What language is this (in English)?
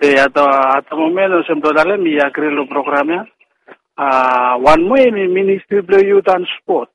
Bislama